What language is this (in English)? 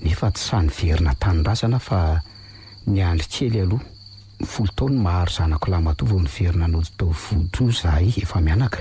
Malagasy